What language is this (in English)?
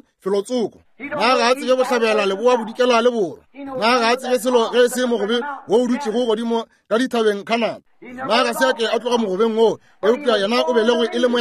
Northern Sotho